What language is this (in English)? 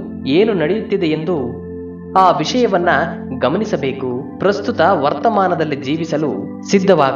Kannada